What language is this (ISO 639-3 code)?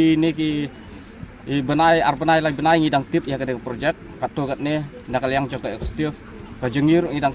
kha